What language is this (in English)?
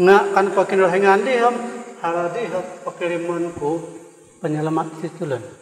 Central Dusun